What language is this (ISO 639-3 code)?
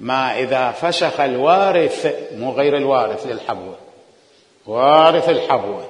acm